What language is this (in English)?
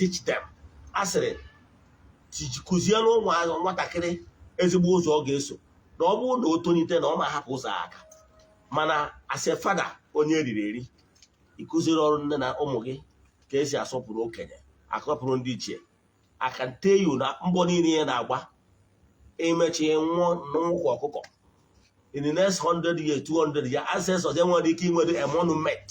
Igbo